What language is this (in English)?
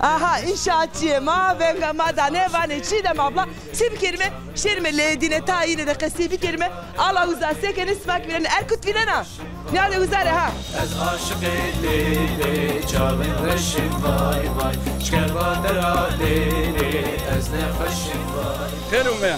Zaza